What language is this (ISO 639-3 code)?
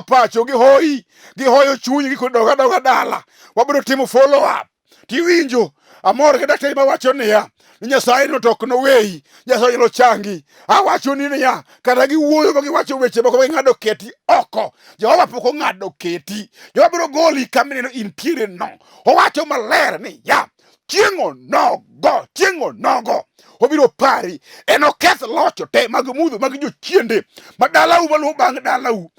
luo